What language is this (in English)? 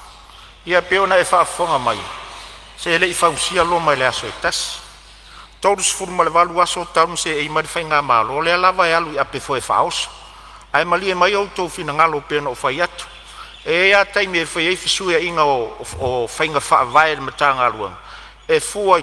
Samoan